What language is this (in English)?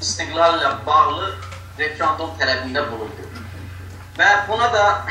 South Azerbaijani